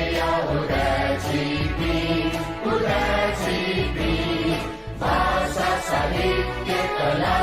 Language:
Newari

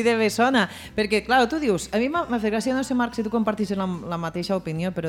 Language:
Catalan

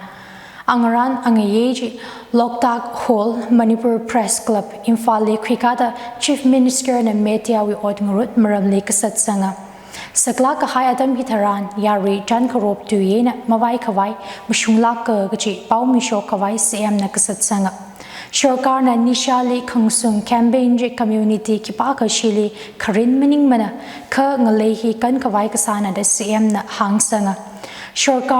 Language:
Tangkhul Naga (India)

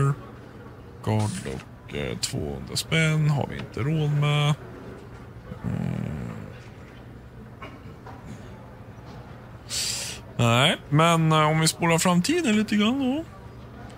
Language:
Swedish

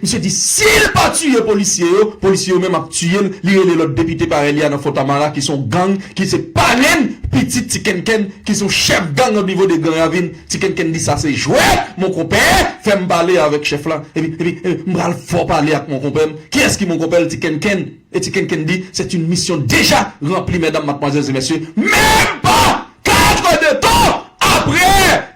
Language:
Haitian Creole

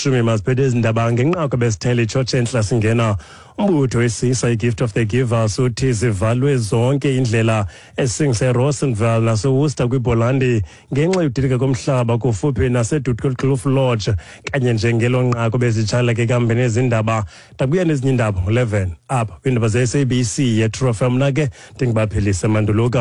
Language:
Xhosa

